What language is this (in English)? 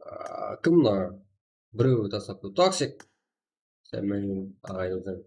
Kara-Kalpak